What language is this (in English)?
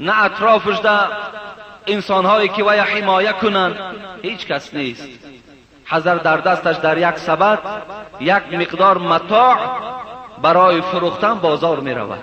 Persian